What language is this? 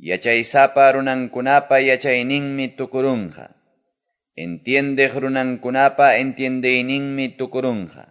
Quechua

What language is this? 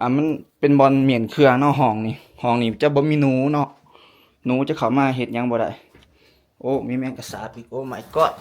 Lao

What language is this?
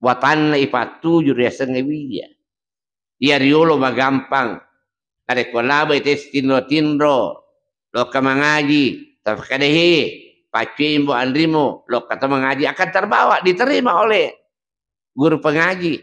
Buginese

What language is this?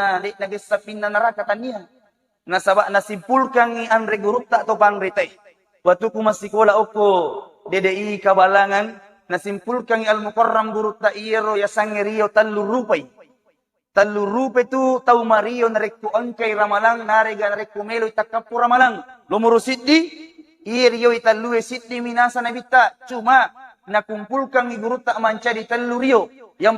Buginese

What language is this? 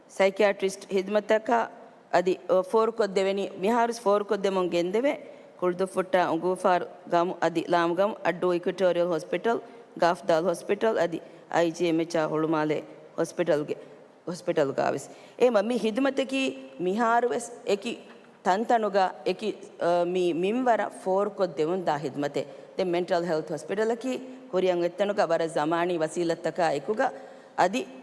Divehi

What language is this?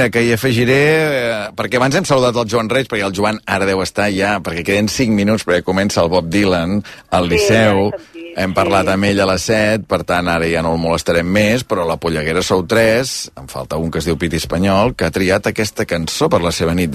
Catalan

